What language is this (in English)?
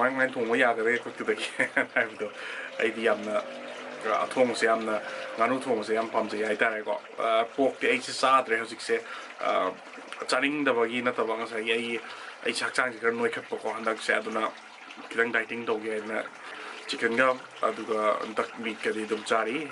Manipuri